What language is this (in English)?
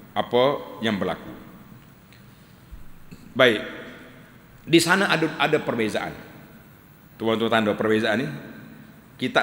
Malay